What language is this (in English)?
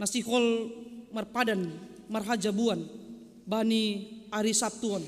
Batak Simalungun